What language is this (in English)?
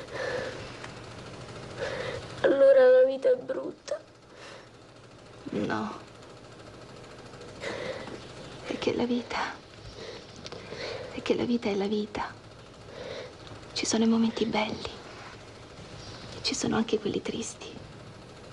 Italian